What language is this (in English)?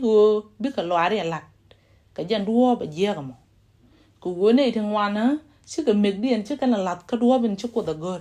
Nuer